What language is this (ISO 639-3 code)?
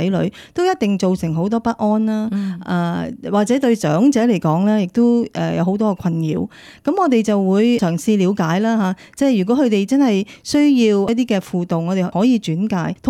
yue